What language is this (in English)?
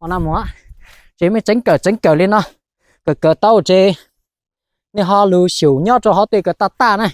Hmong